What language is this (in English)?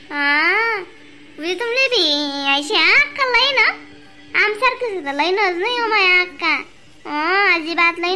Khandesi